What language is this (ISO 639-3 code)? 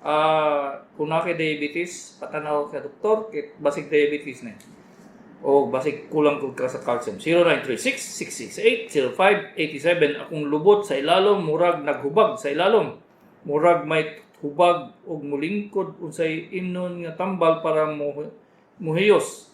ceb